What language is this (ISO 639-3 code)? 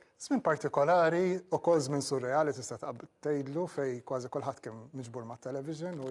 mlt